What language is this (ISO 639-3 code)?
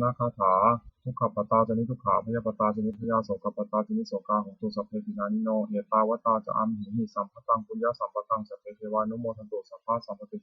pli